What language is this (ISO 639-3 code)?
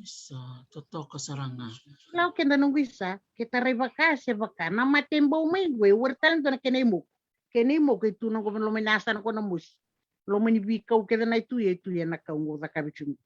fij